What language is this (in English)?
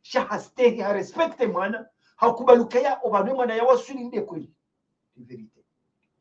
Ngazidja Comorian